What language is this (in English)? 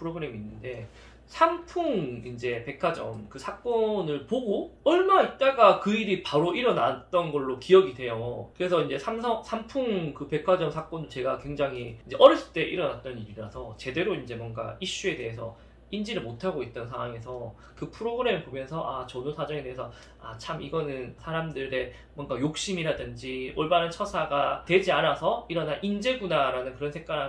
Korean